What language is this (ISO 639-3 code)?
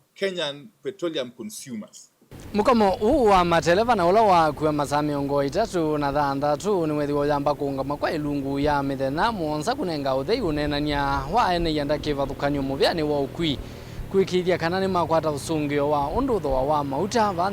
kam